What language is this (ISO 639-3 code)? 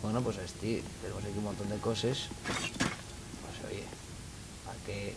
ast